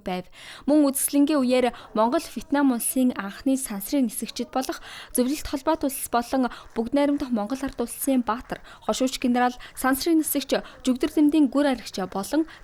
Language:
Mongolian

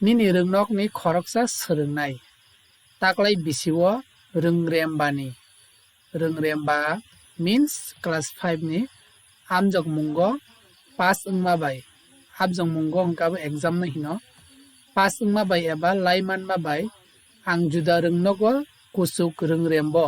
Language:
Kok Borok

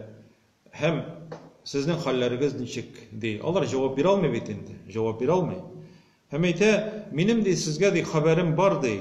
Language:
Tatar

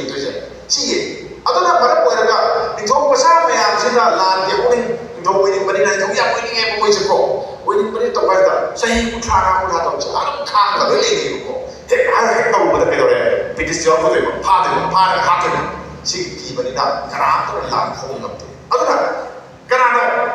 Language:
Manipuri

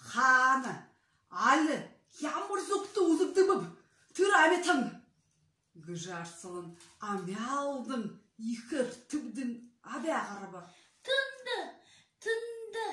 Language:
Buriat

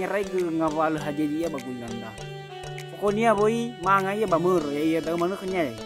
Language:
Nias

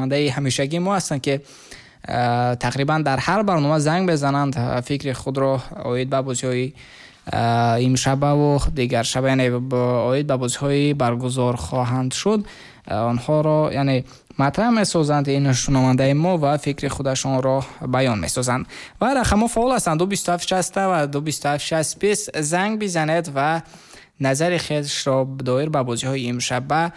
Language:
Tajik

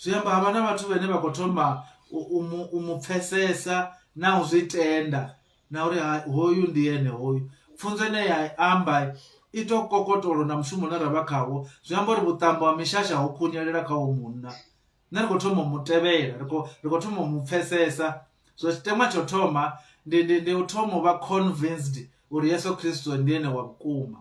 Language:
Venda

